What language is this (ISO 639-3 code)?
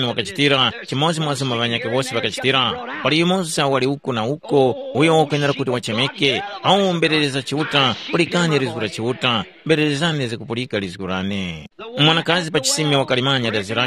tum